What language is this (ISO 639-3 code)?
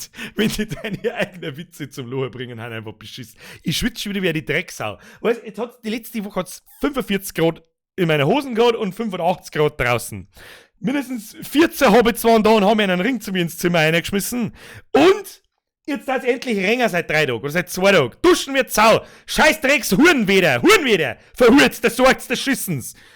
bar